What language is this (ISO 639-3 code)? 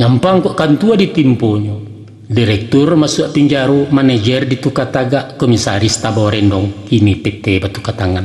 min